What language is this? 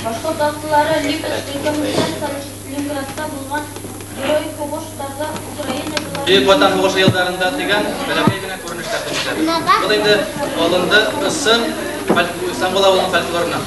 Bashkir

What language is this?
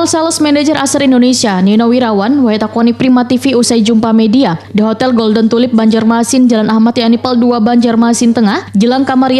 Banjar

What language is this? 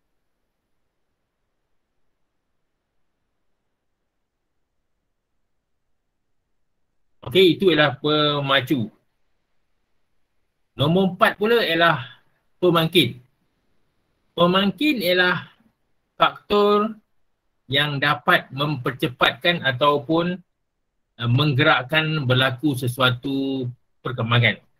Malay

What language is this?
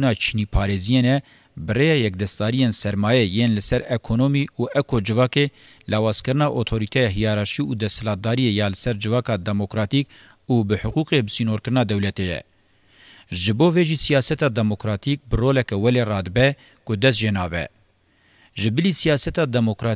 Kurdish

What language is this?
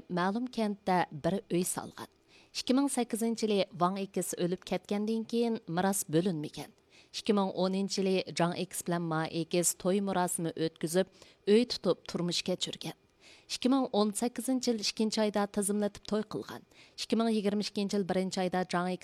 Uyghur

